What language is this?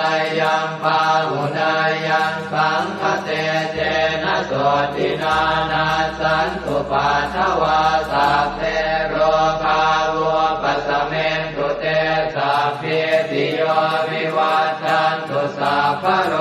Pali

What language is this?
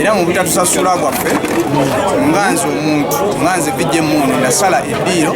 Ganda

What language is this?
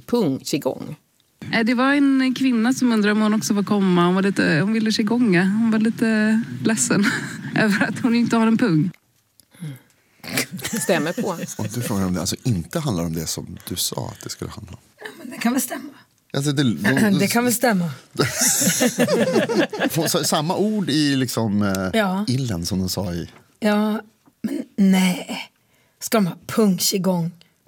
Swedish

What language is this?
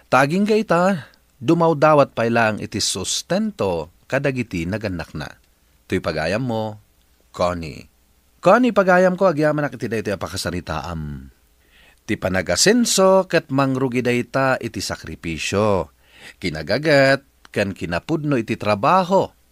Iloko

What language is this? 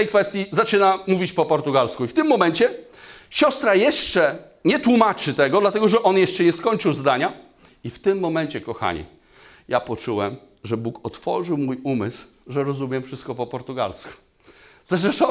Polish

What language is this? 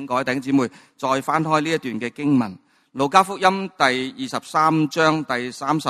Cantonese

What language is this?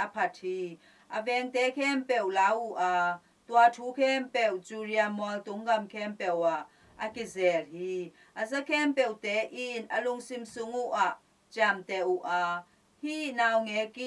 Tedim Chin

